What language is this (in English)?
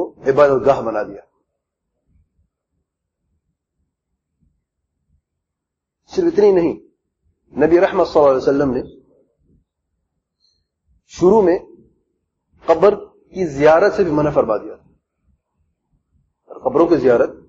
Urdu